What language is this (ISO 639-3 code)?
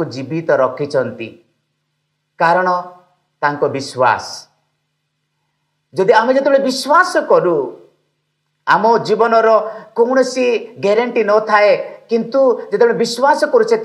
ori